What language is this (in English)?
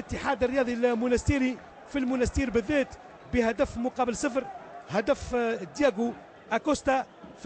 Tunisian Arabic